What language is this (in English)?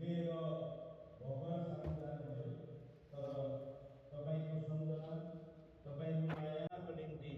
Nepali